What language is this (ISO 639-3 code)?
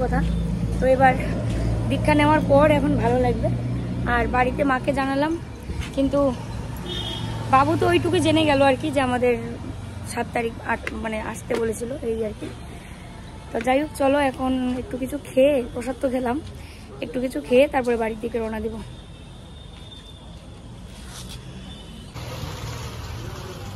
ben